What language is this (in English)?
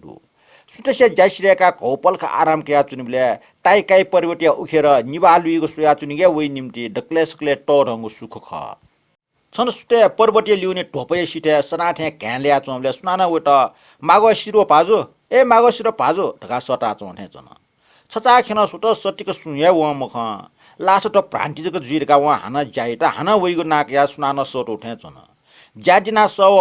Newari